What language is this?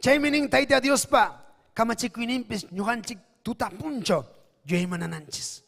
Ayacucho Quechua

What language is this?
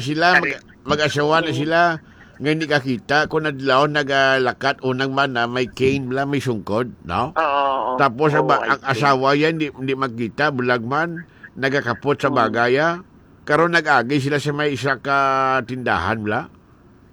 Hiligaynon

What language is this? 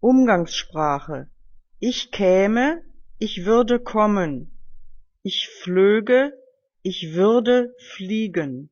German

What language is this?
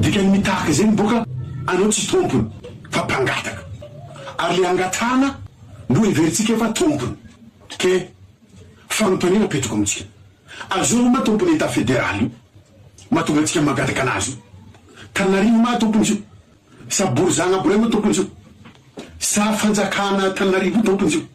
Malagasy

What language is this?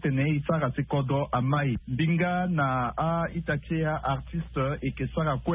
Sango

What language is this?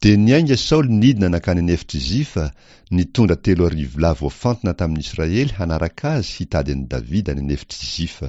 Malagasy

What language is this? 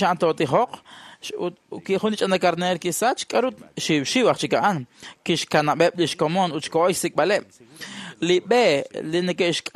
Kekchí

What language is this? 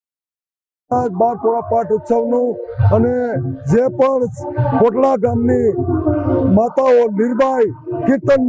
Gujarati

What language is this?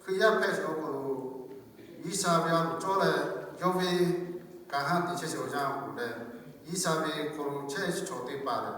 Lahu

